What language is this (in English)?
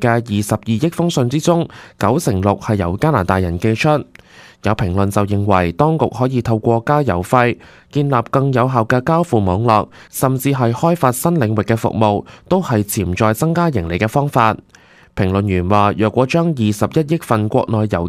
Cantonese